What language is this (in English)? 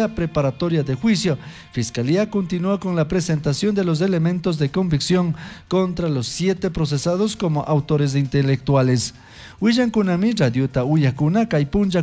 Chimborazo Highland Quichua